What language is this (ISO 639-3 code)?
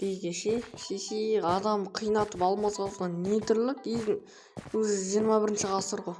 kaz